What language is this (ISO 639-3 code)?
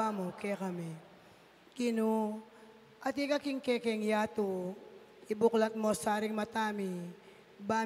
pam